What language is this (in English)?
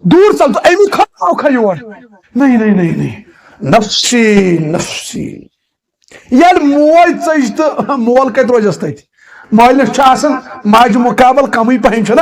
Kashmiri